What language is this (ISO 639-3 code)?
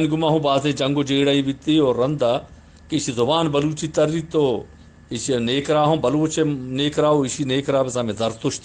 bgp